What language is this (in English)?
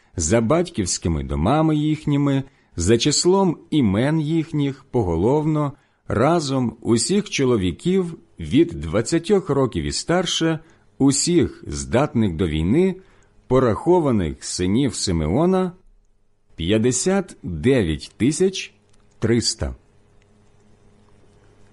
Ukrainian